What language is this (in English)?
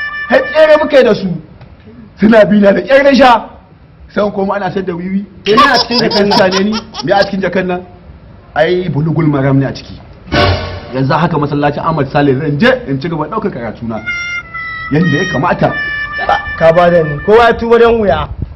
Hausa